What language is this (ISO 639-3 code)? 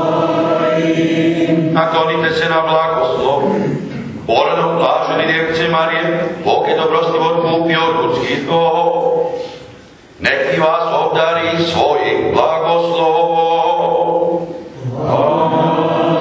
hrv